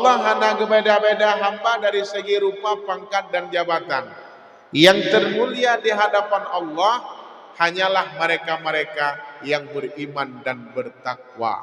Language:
Achinese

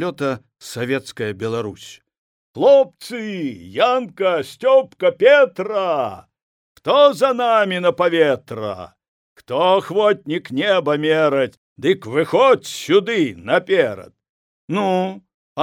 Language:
Belarusian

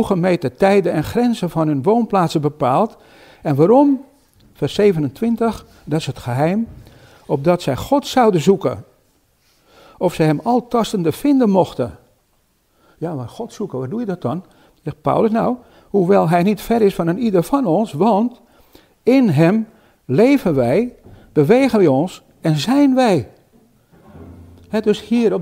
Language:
Dutch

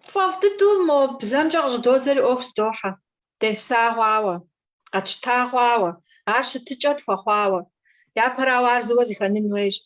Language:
Kabardian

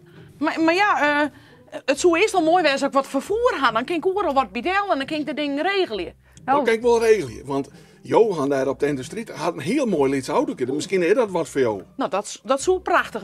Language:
Western Frisian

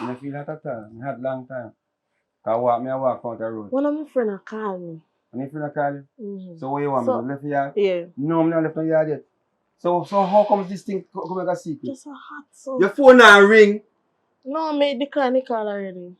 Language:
Jamaican Creole English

